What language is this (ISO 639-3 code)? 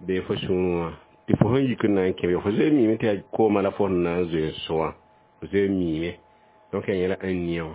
mos